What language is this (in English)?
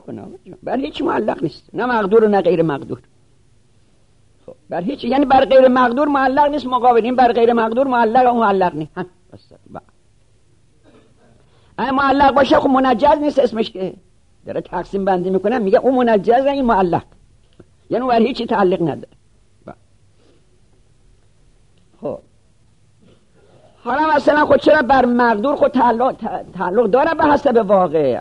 Persian